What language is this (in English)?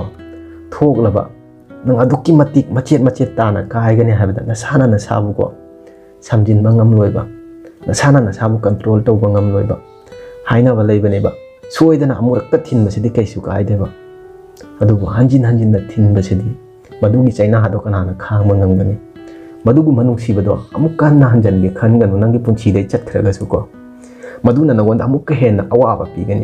Manipuri